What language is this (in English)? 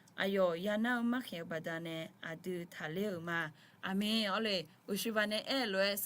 Akha